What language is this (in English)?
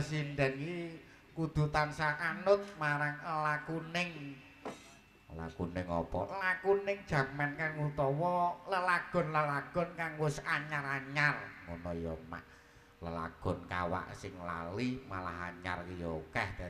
Javanese